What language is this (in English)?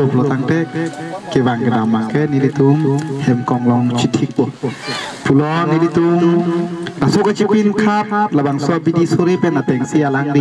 Karbi